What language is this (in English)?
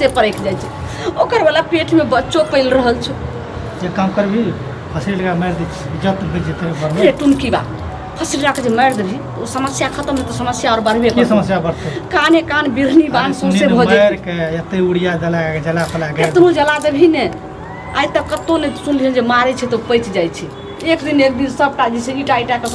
Maithili